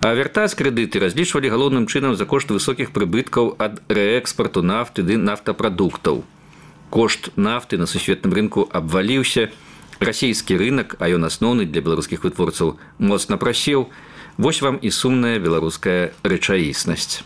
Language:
Belarusian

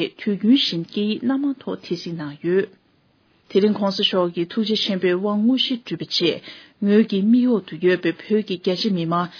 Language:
Tibetan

